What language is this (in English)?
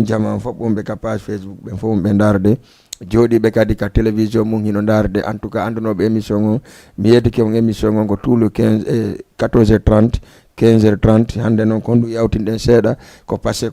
Fula